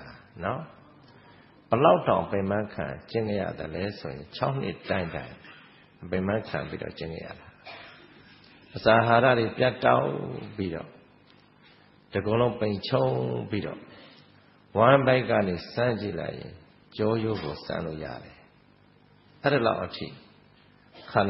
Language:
Burmese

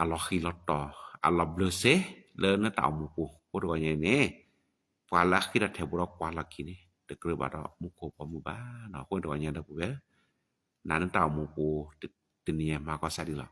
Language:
S'gaw Karen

